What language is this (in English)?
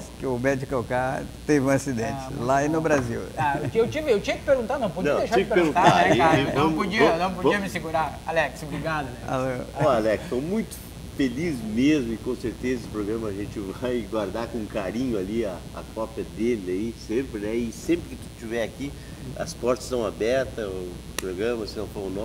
Portuguese